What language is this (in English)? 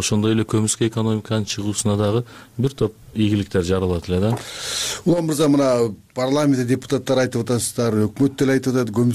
Kyrgyz